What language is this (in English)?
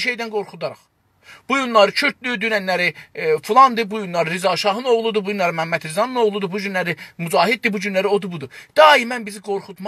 South Azerbaijani